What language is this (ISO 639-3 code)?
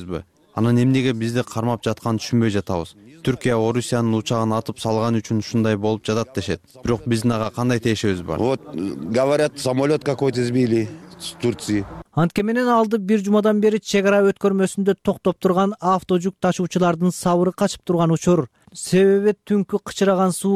kir